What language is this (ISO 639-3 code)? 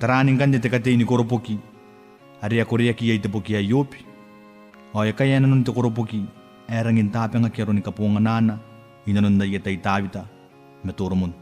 gil